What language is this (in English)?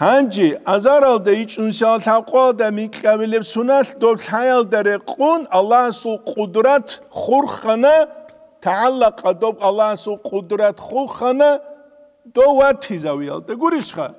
Avaric